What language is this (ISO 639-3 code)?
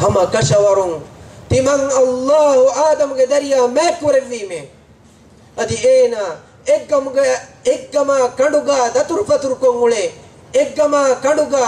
div